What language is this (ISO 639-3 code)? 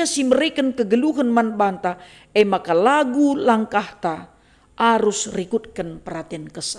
btx